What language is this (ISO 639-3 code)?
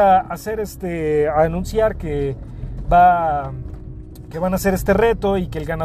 spa